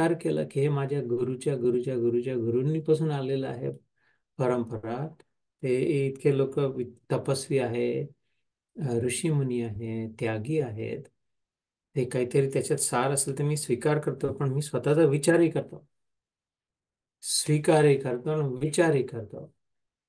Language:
Marathi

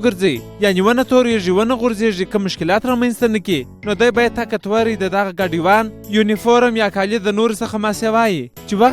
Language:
Pashto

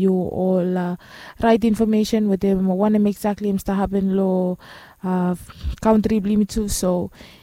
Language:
Bislama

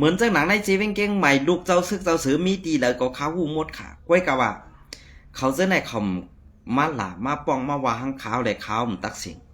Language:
Shan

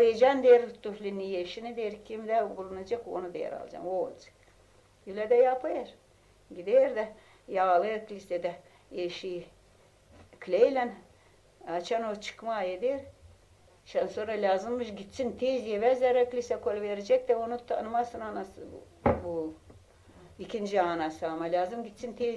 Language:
Gagauz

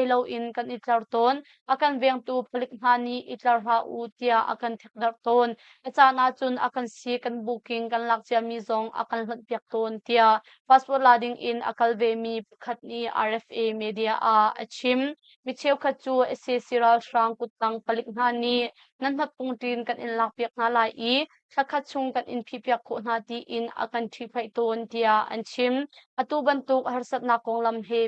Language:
Hakha Chin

